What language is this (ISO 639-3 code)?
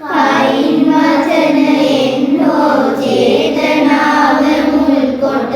sin